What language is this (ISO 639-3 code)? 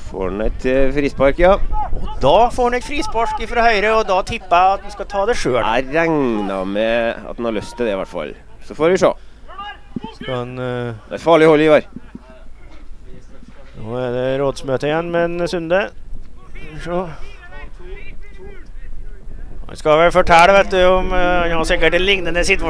nor